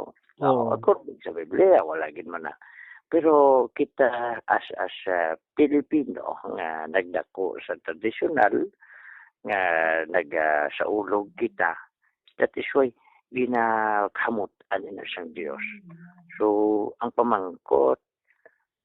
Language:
Hiligaynon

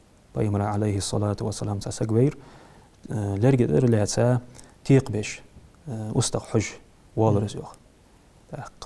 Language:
Ingush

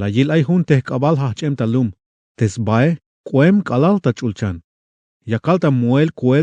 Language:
Tzeltal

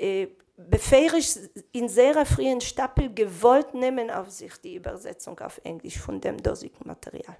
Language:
Yiddish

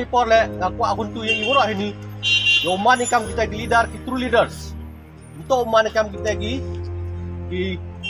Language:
Khasi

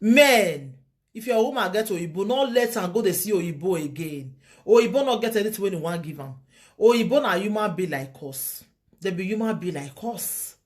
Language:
Nigerian Pidgin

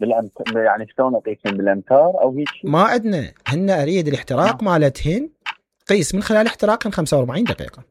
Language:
Mesopotamian Arabic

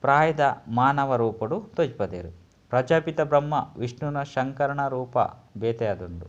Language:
Tulu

